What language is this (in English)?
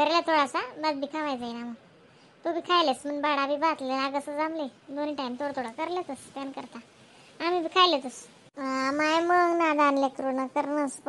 Khandesi